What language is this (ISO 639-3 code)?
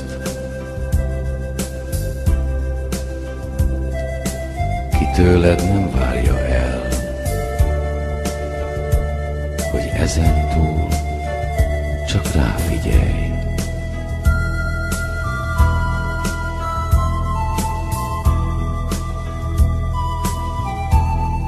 hun